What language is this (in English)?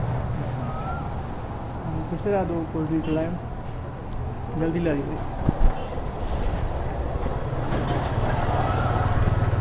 Punjabi